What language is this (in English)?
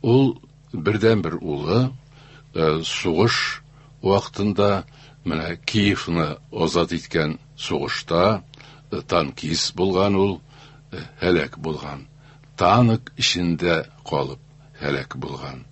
Tatar